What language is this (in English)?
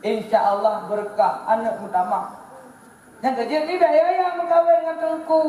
Achinese